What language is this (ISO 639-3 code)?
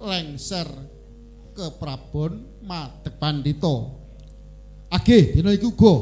jav